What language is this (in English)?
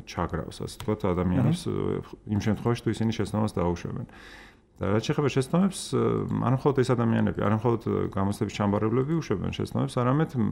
Georgian